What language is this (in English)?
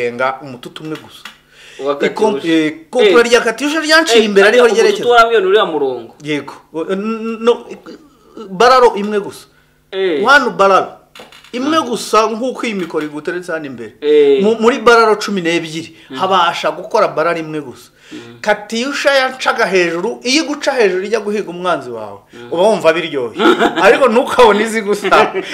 Kinyarwanda